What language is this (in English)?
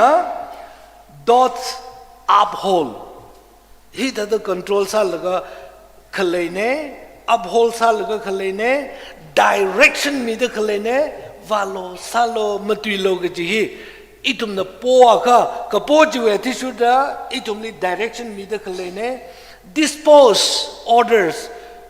Tangkhul Naga (India)